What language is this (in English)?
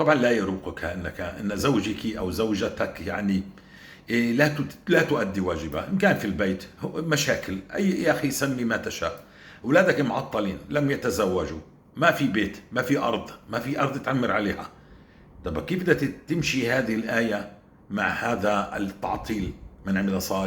North Levantine Arabic